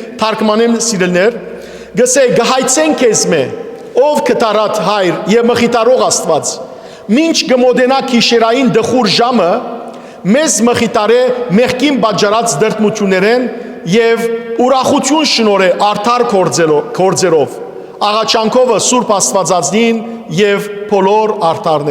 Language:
Western Armenian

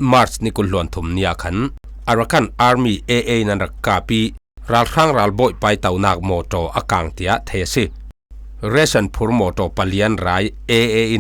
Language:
Falam Chin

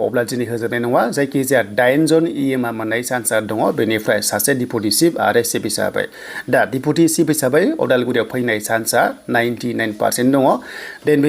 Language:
Bodo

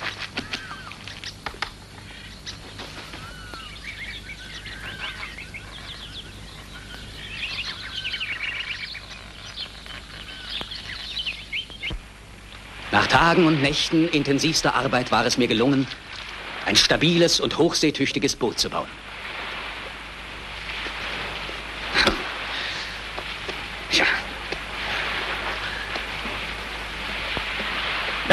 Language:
German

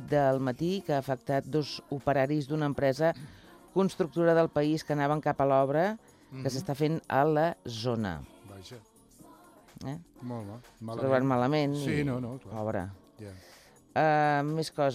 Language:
Catalan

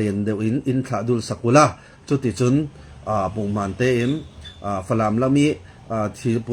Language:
Falam Chin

